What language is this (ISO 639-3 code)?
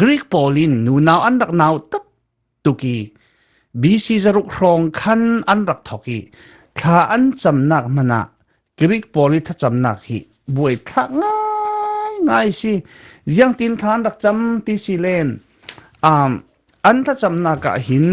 cfm